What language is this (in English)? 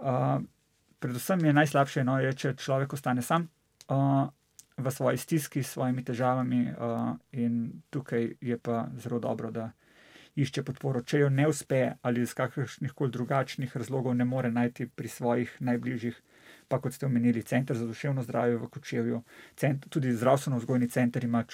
Slovenian